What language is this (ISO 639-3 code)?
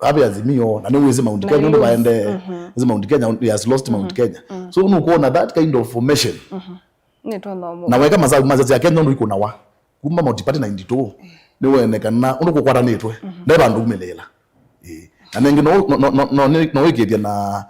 kam